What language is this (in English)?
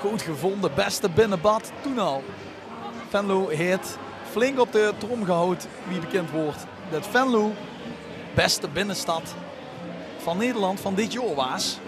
Limburgish